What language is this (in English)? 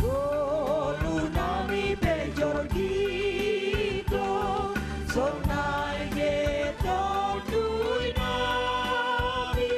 Batak Simalungun